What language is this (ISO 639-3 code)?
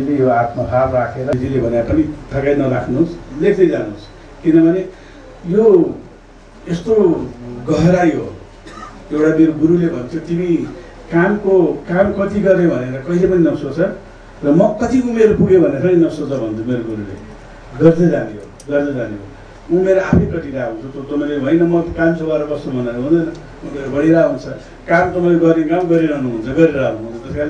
nep